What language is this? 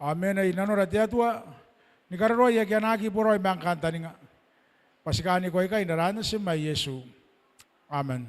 Gilbertese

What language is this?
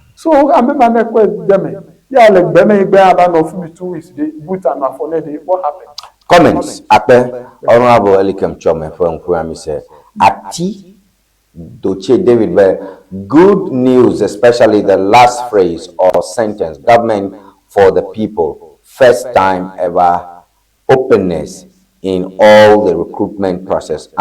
Ewe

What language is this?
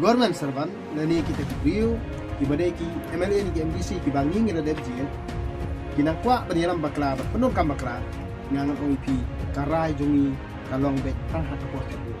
Khasi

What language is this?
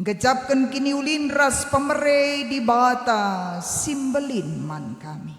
Batak Karo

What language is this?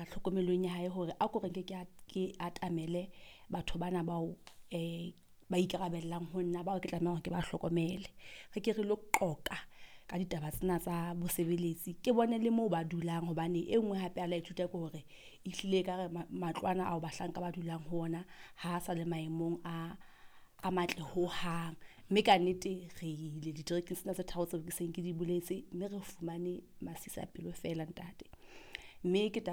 Southern Sotho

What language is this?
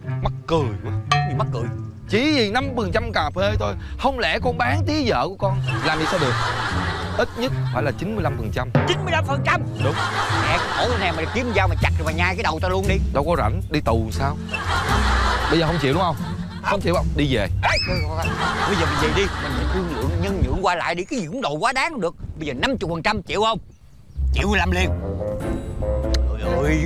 Vietnamese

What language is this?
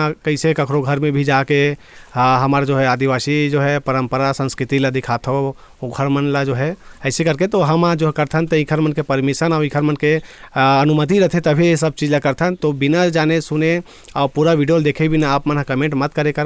Chhattisgarhi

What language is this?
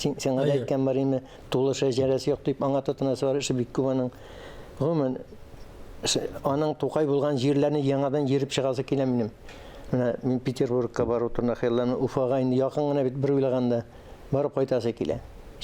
Tatar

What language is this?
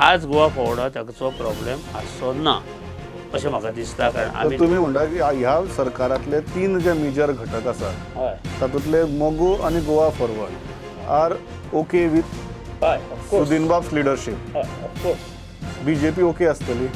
Konkani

